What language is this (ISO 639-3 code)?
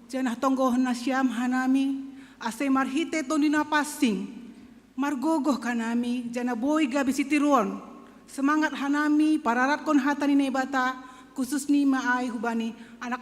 bts